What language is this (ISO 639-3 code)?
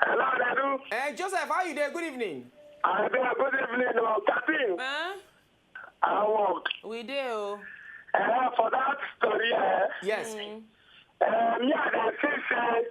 pcm